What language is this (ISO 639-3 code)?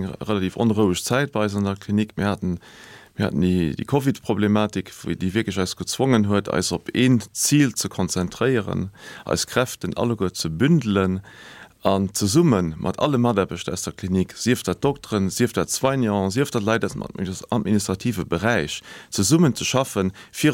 ltz